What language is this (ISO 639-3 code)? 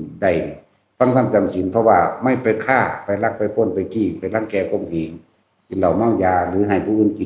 tts